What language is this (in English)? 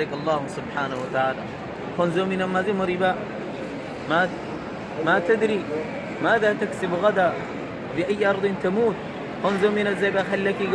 Rohingya